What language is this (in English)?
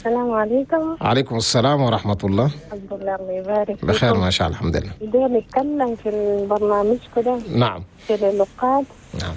Chadian Arabic